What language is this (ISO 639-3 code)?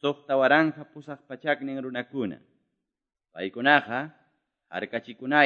que